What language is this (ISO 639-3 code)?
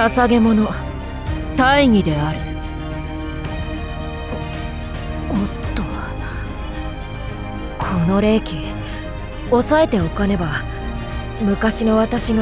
jpn